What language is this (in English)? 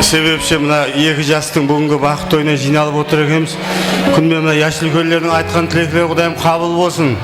Kara-Kalpak